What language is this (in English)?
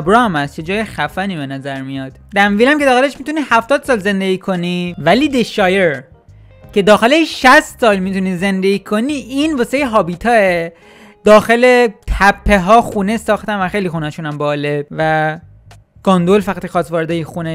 Persian